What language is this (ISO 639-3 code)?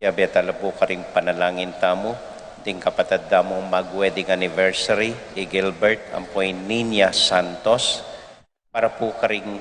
pam